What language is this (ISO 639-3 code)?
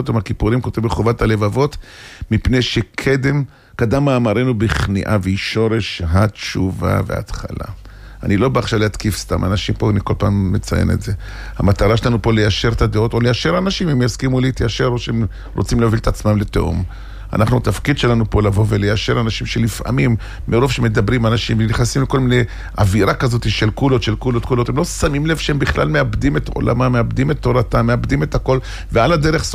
heb